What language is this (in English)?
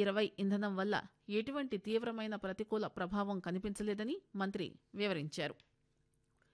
Telugu